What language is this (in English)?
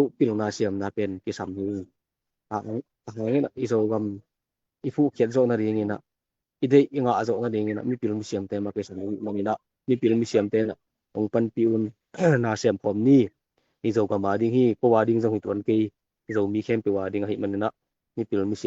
Tedim Chin